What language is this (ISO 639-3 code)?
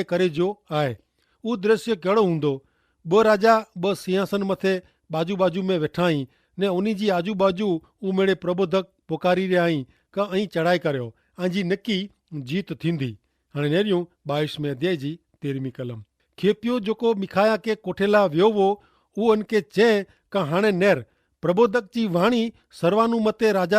kfr